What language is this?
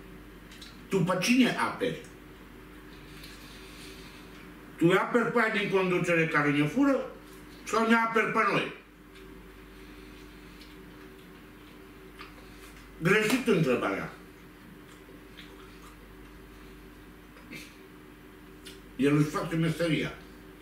Romanian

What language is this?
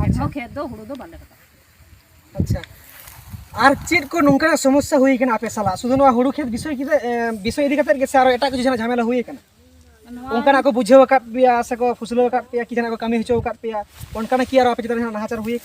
Santali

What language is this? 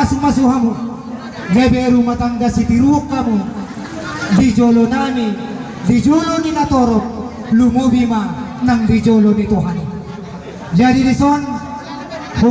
Batak Toba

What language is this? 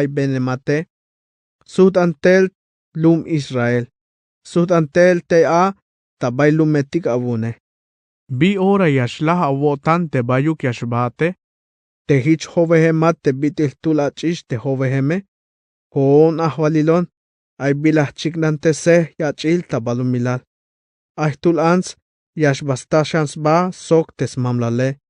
Tzeltal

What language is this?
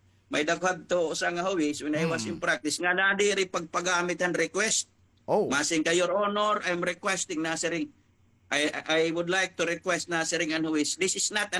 Waray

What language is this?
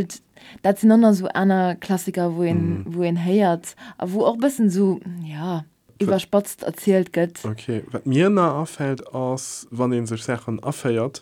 Luxembourgish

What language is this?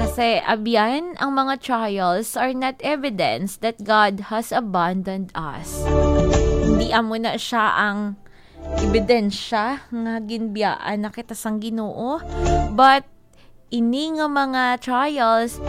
Hiligaynon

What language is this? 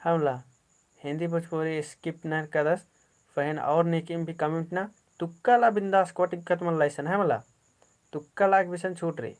Kurukh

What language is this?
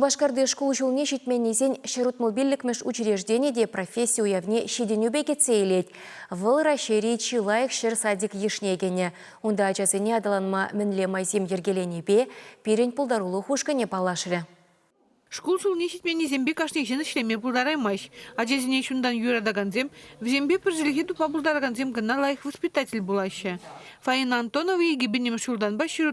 Chuvash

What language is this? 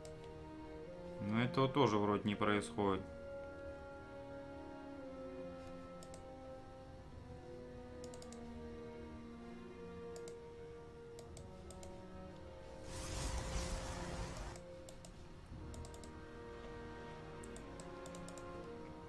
Russian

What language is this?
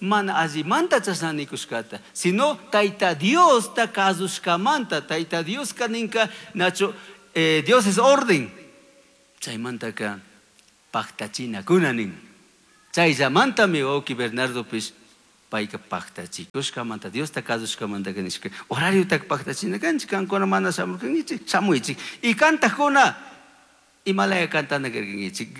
Chimborazo Highland Quichua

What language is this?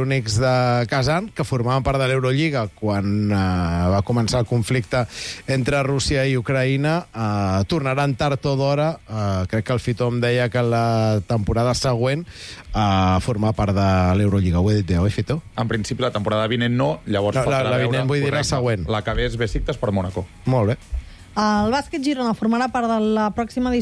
Catalan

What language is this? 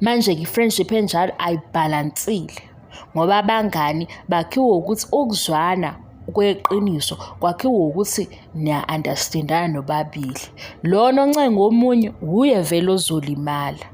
Zulu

